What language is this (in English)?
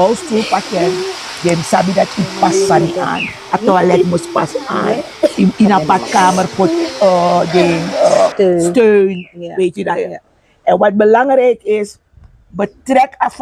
Sranan Tongo